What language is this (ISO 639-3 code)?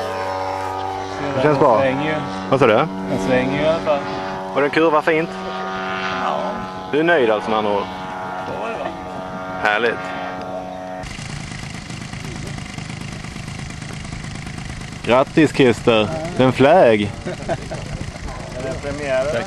swe